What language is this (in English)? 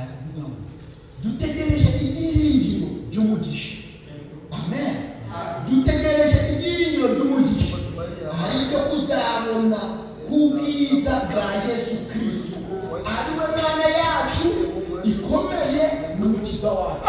Kinyarwanda